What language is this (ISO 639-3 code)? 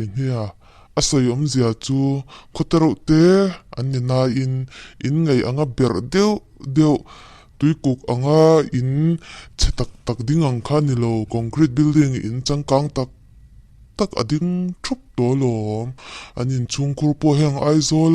lus